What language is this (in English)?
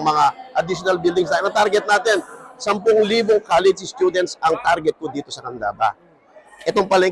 Pampanga